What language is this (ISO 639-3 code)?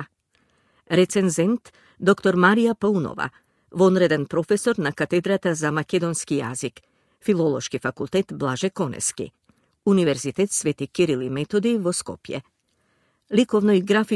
mkd